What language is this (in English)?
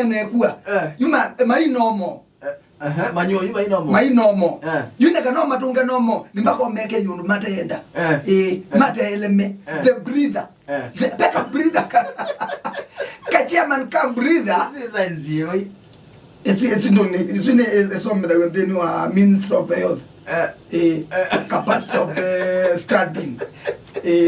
Kamba